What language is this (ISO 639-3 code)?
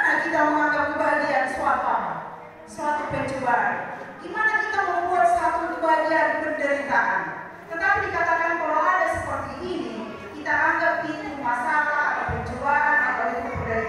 ind